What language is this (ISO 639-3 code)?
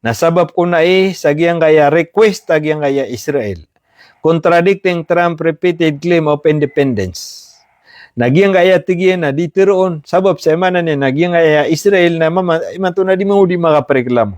mrw